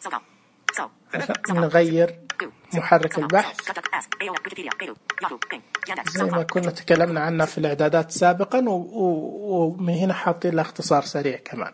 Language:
Najdi Arabic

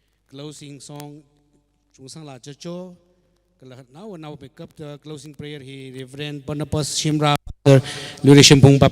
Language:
Tangkhul Naga (India)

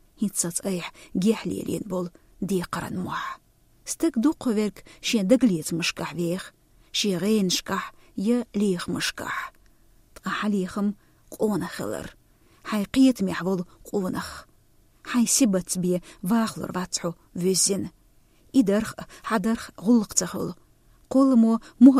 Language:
Chechen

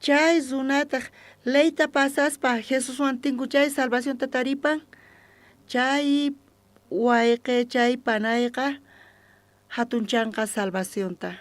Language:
South Bolivian Quechua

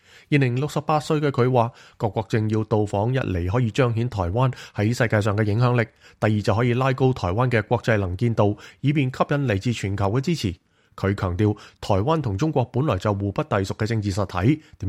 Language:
Cantonese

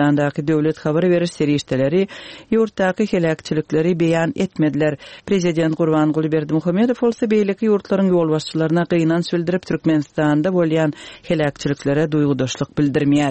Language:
Turkmen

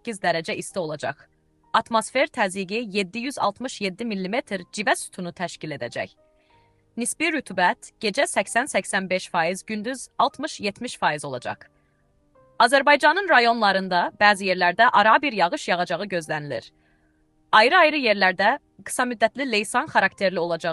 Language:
Azerbaijani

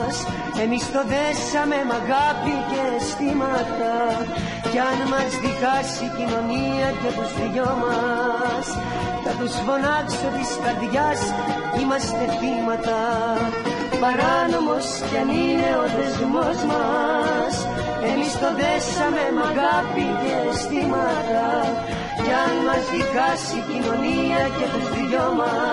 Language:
Greek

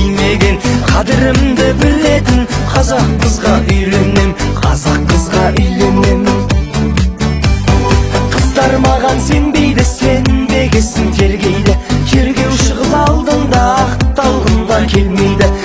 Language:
Kazakh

